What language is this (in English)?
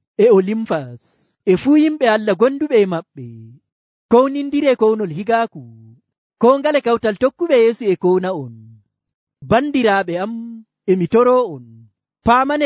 Nigerian Fulfulde